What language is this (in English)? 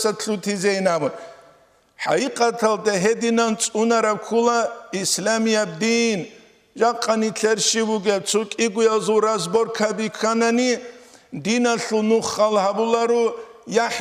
Avaric